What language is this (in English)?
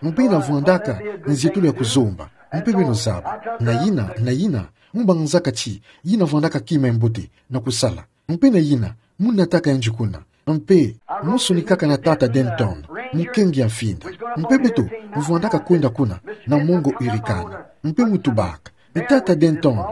Kituba (Democratic Republic of Congo)